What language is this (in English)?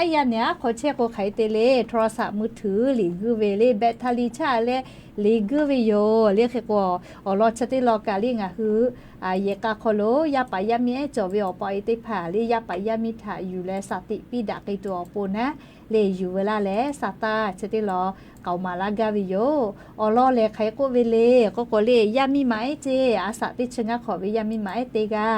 Lahu